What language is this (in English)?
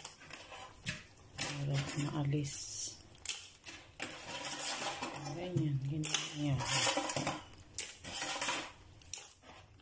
Filipino